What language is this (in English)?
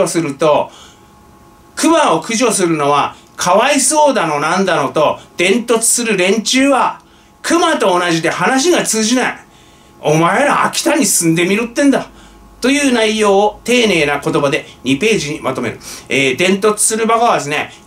Japanese